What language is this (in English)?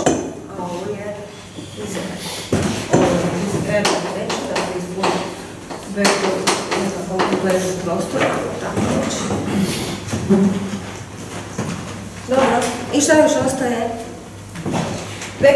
Croatian